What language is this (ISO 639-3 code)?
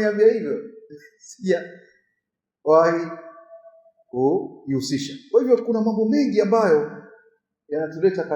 swa